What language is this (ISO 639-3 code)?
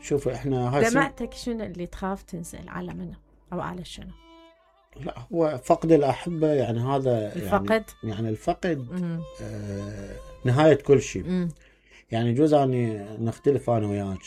acm